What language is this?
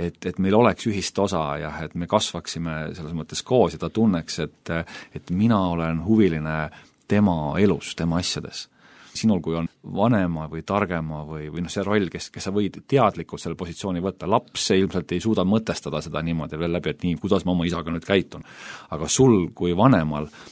Estonian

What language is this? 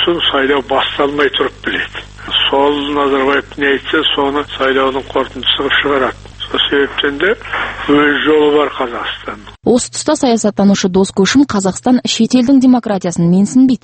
Kazakh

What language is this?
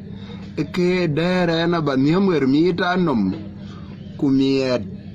Dinka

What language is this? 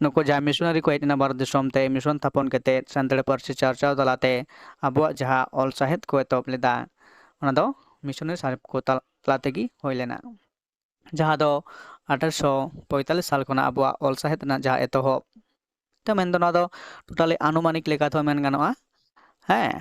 Santali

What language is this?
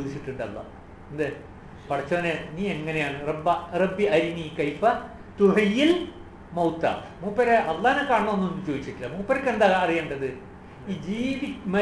Malayalam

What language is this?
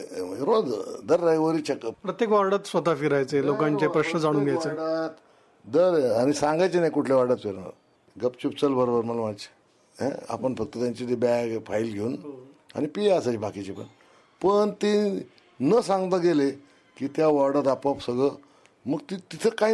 Marathi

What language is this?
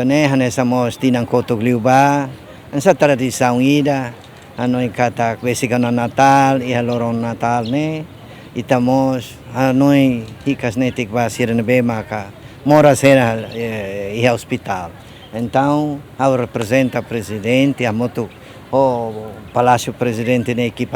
Tetum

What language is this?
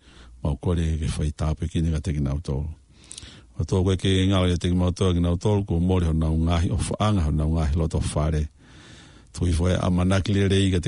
Tongan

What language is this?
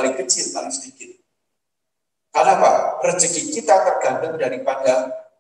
Indonesian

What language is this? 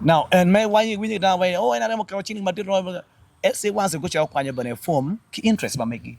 Acoli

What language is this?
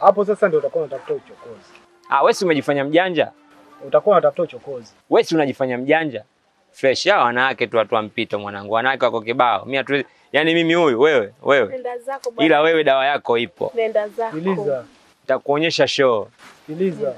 Swahili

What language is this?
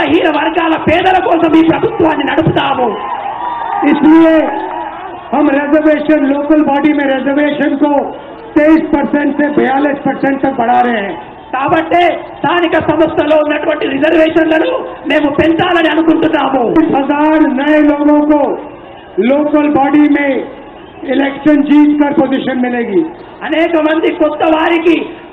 Telugu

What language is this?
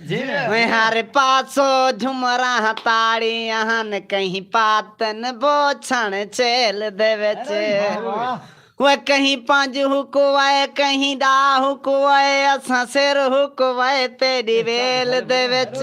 Saraiki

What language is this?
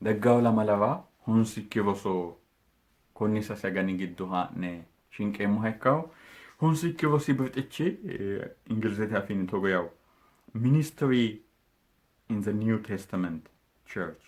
Sidamo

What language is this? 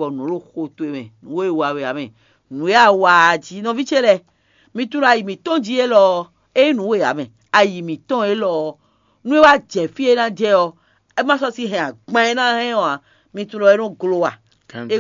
Fon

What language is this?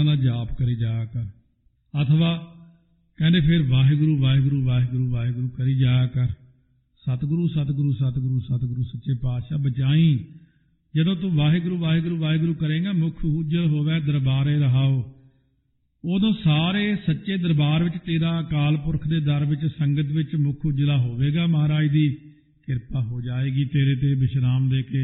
Punjabi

